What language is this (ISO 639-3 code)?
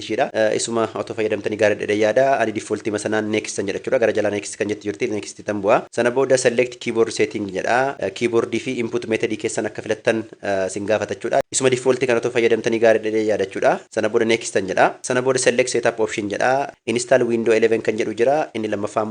orm